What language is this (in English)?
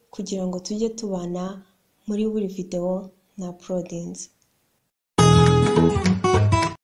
Kinyarwanda